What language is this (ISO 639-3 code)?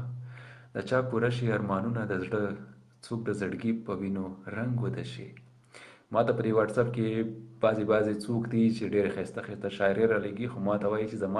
pus